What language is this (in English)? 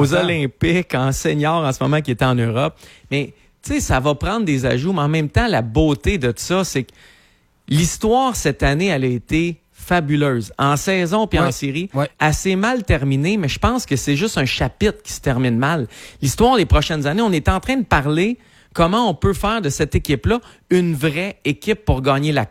French